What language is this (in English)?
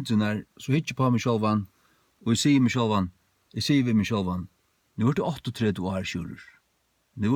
Faroese